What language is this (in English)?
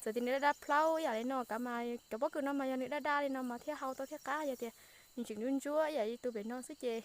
Hmong